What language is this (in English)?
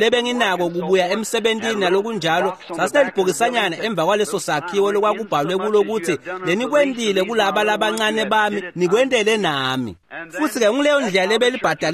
Swati